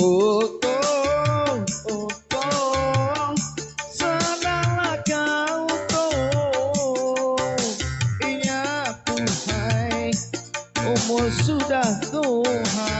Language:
Banjar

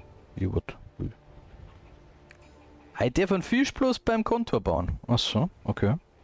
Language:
German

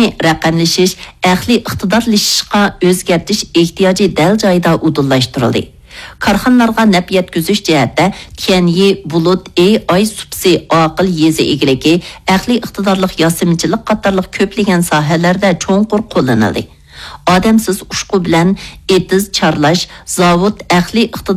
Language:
Uyghur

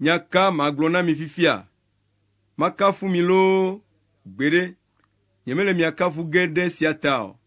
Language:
Ewe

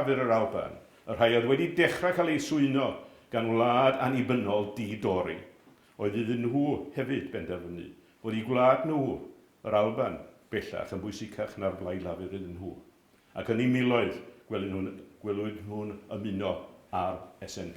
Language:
Welsh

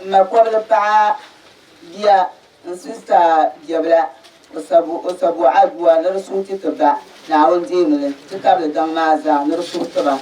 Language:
Dagbani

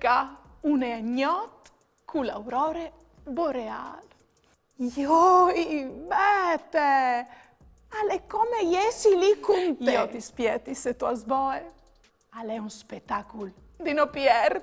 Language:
Friulian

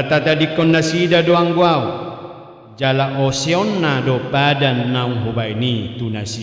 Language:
Batak Toba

